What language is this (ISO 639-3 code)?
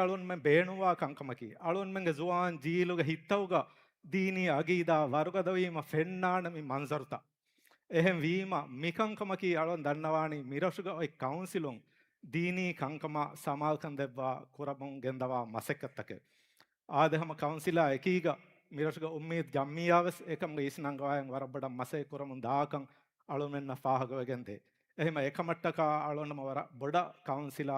div